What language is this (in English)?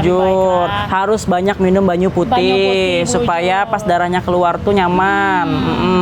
Banjar